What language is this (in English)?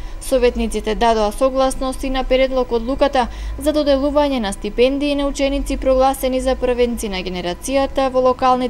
Macedonian